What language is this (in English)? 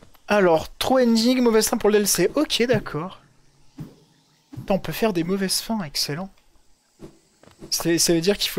French